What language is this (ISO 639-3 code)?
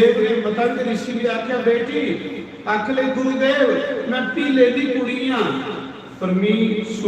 doi